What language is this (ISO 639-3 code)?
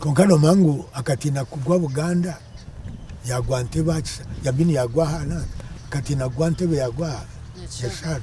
nyn